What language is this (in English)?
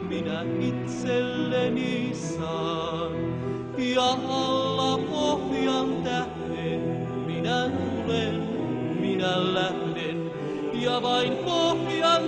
Finnish